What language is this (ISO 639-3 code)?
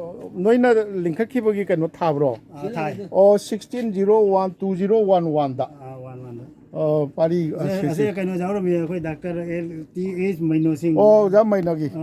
mni